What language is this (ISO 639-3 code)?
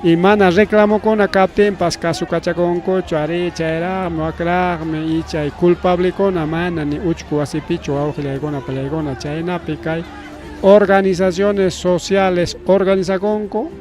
quy